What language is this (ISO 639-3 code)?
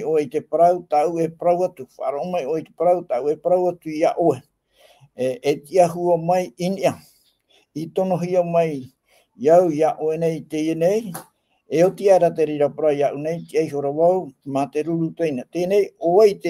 tah